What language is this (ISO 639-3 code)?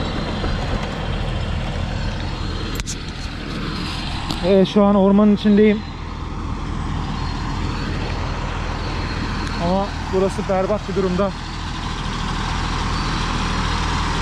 tur